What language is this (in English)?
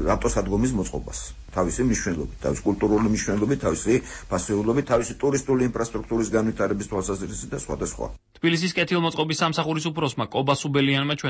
Georgian